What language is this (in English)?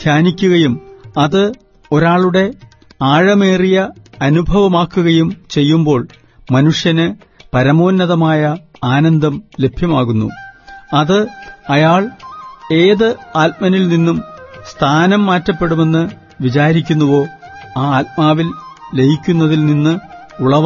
Malayalam